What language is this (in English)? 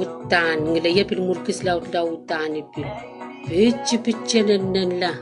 Pohnpeian